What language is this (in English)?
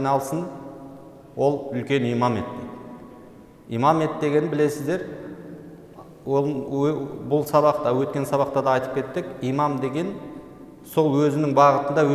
Kazakh